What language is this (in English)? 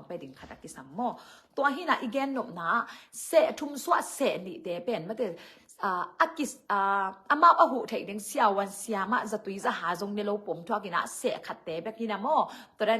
Tedim Chin